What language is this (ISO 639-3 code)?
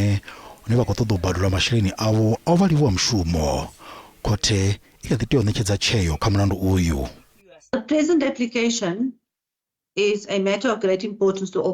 ven